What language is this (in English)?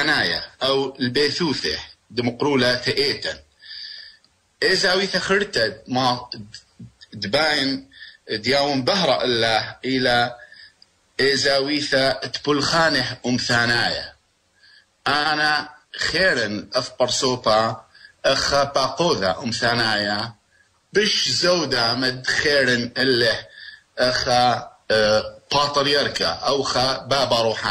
Assyrian Neo-Aramaic